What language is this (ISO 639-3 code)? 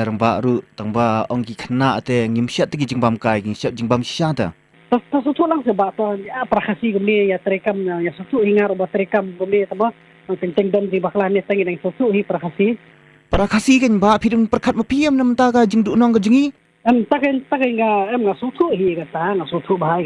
kha